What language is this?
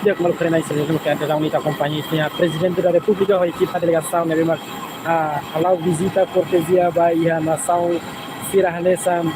Tetum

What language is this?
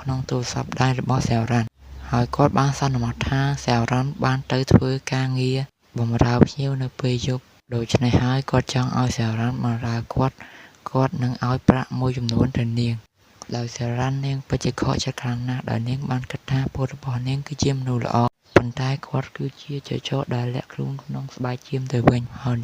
Khmer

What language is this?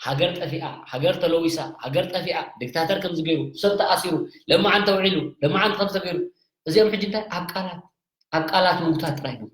Tigrinya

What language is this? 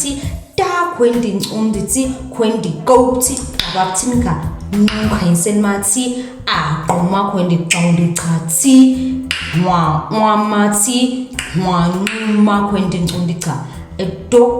Nama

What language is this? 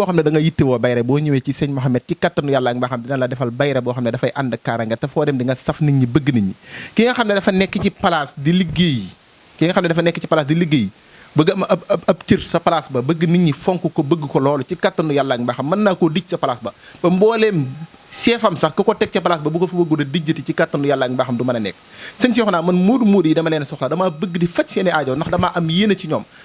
Wolof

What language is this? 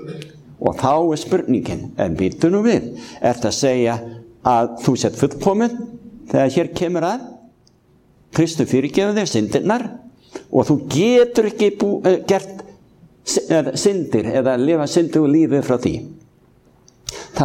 Icelandic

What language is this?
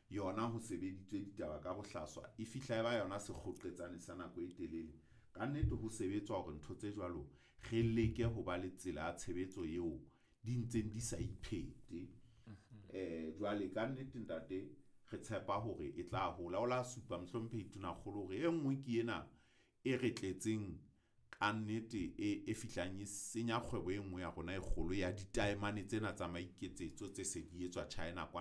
Southern Sotho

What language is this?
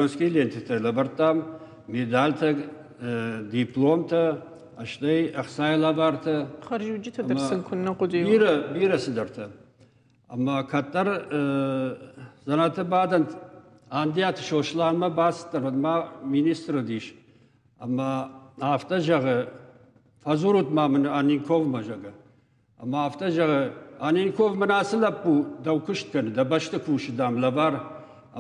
Ossetic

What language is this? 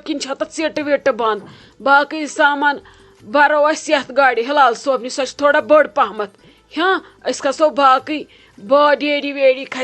Kashmiri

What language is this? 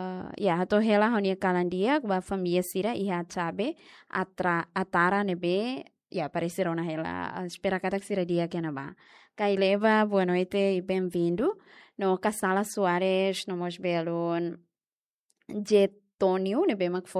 Tetum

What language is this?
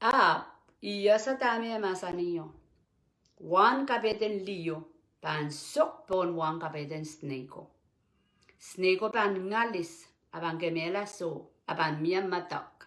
Pohnpeian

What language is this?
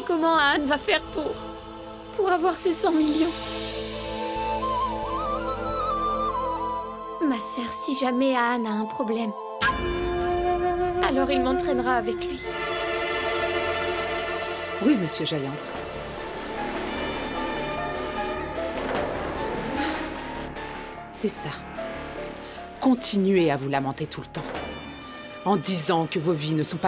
French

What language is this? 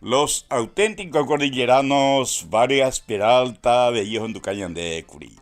Guarani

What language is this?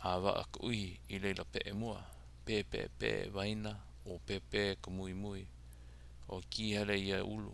Hawaiian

